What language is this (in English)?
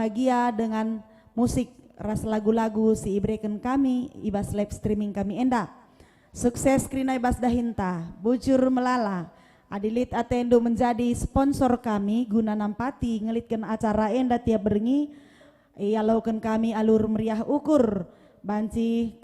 Batak Karo